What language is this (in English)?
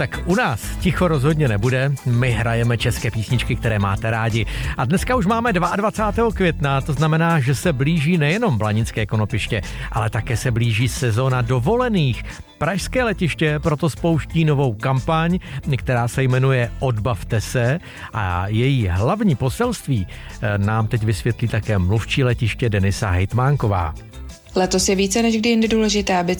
Czech